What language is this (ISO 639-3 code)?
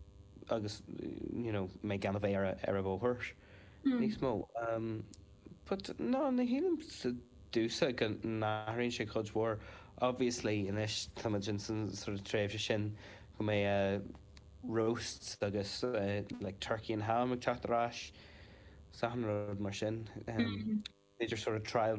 gle